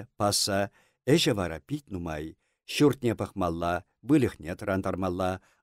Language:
Chuvash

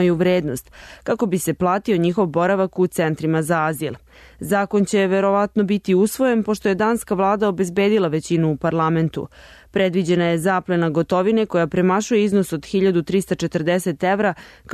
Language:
Serbian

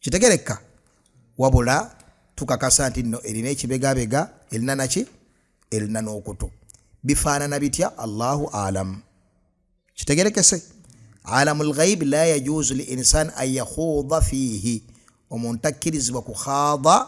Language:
Ganda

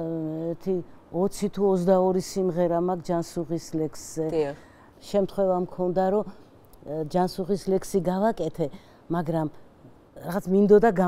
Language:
Georgian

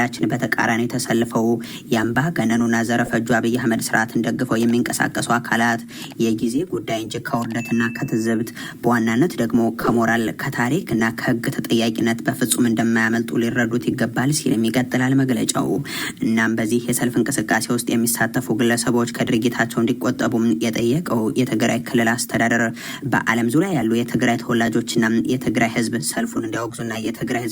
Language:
Amharic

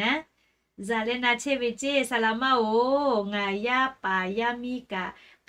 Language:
Lahu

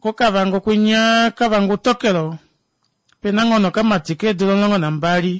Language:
Kuanyama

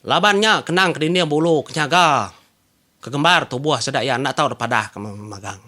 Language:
Iban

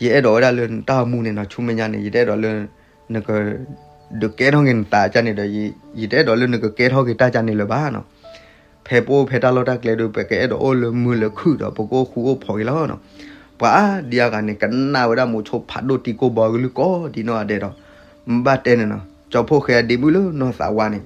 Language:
S'gaw Karen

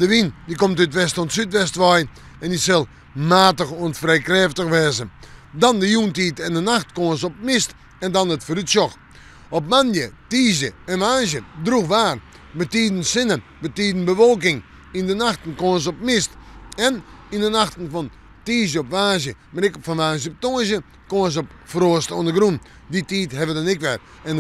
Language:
Western Frisian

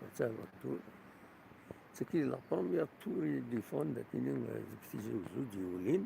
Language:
Kabyle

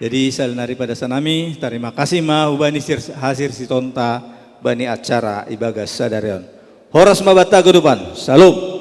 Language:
Batak Simalungun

